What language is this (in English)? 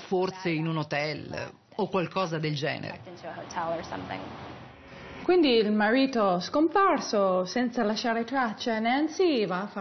Italian